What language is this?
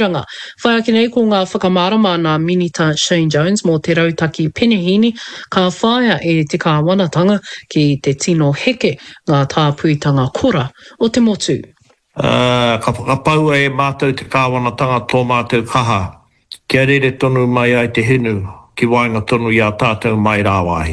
Māori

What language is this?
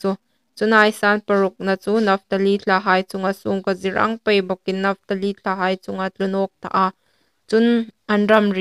Hmar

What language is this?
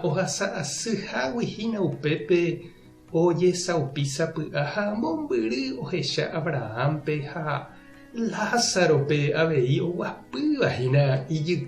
Guarani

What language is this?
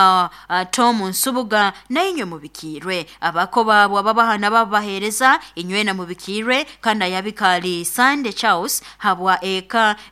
Nyoro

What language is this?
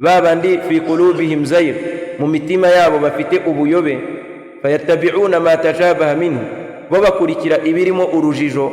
Kinyarwanda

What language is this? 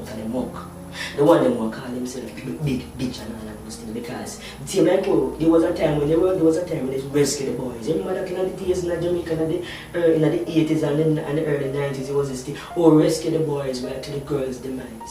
Jamaican Creole English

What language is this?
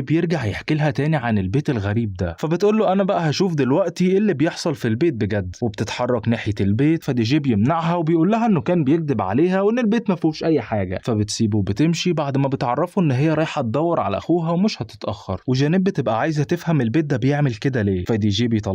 Egyptian Arabic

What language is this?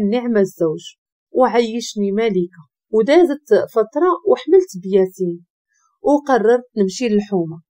Moroccan Arabic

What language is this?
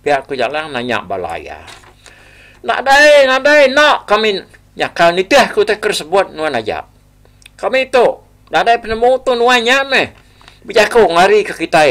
Iban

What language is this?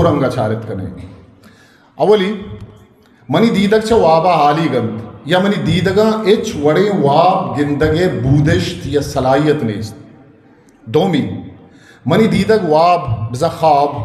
Eastern Balochi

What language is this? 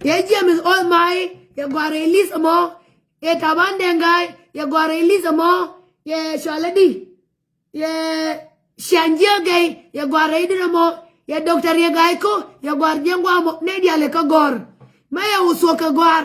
Nuer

